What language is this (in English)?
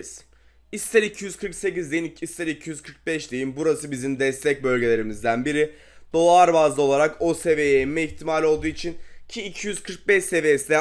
Turkish